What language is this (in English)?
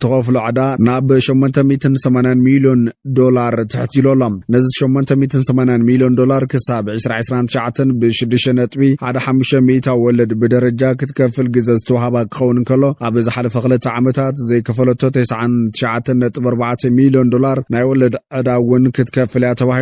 Tigrinya